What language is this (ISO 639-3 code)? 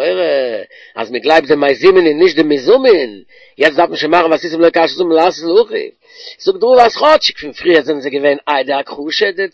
yid